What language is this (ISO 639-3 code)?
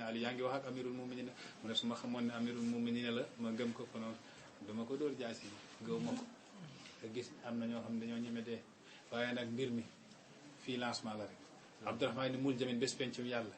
wol